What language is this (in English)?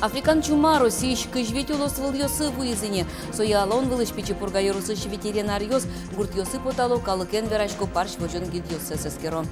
Udmurt